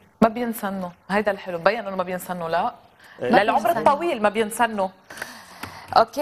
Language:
North Levantine Arabic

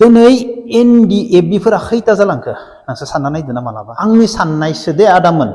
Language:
Bodo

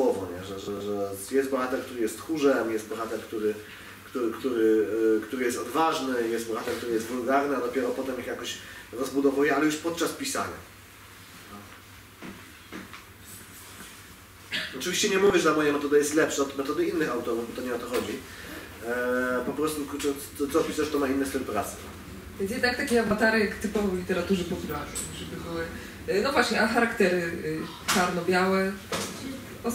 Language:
Polish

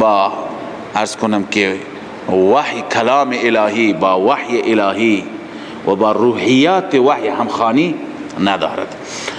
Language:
Persian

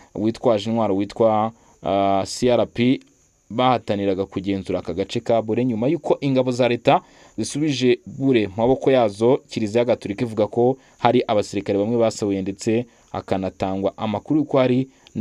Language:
Kinyarwanda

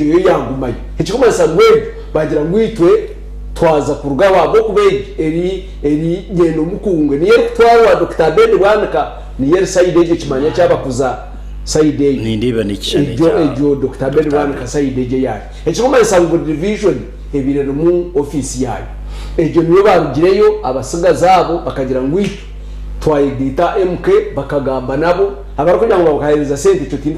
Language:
Nyankole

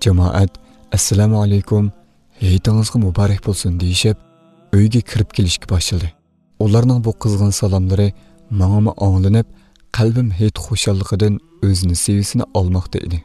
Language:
Uyghur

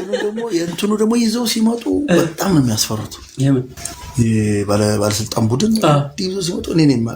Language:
Amharic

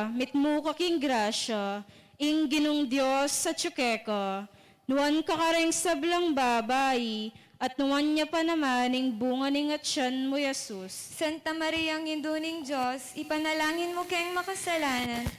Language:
Pampanga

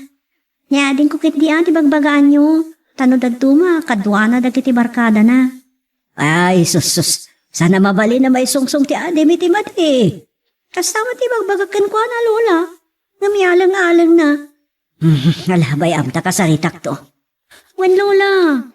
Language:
Iloko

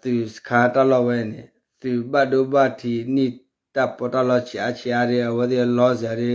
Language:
S'gaw Karen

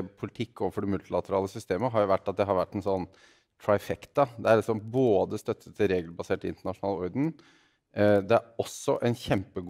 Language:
Norwegian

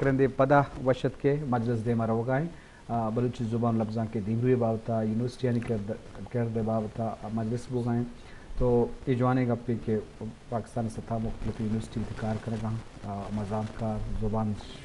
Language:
Eastern Balochi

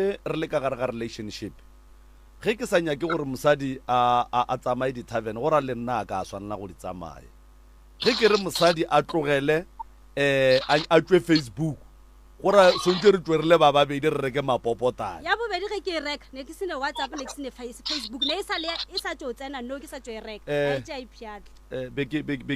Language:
Northern Sotho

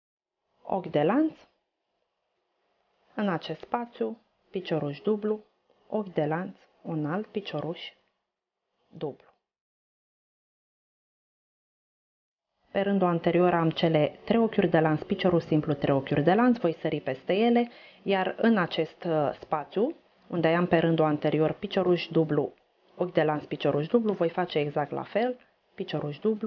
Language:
Romanian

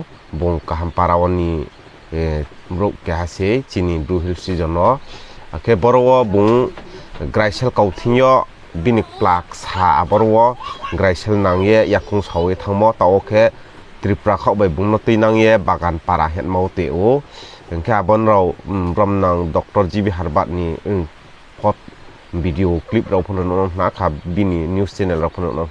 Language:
Riang (India)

